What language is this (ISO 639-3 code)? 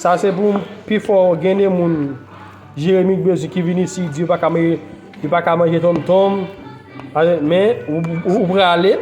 hat